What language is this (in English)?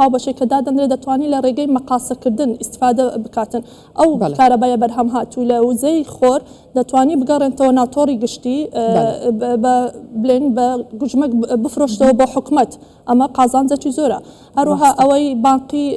Central Kurdish